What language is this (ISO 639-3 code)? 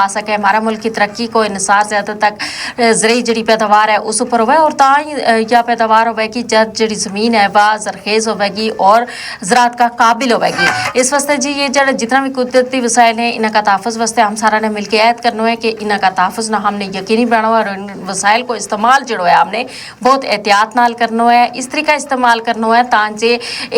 gju